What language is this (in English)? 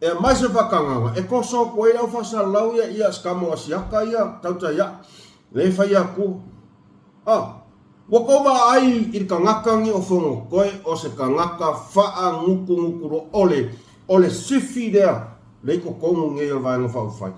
Samoan